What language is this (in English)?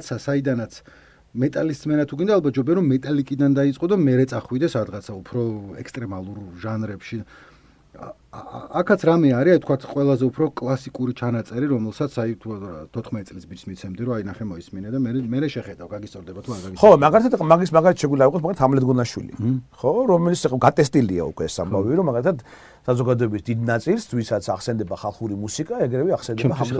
Georgian